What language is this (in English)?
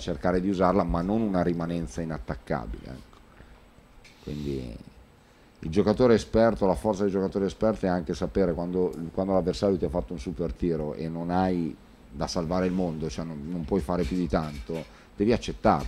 Italian